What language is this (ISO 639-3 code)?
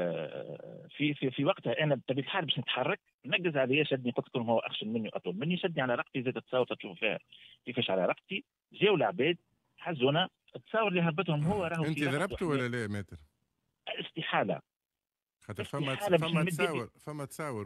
aeb